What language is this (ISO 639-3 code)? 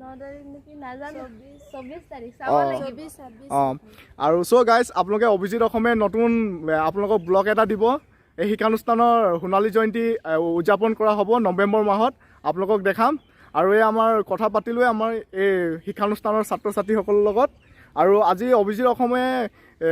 asm